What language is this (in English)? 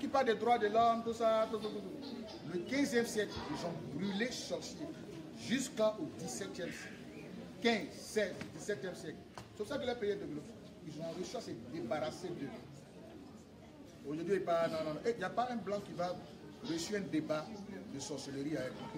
French